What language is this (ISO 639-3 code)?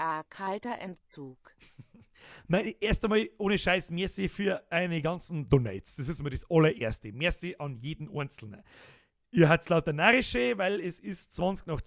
bar